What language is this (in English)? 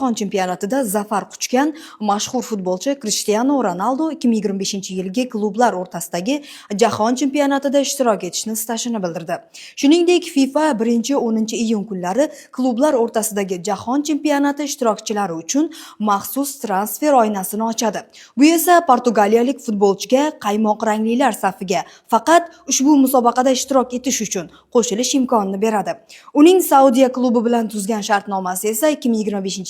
Uzbek